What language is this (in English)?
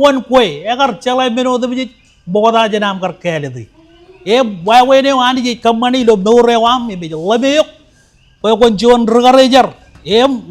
Marshallese